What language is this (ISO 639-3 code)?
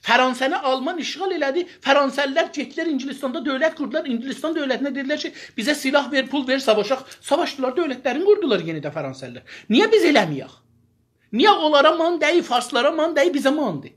azb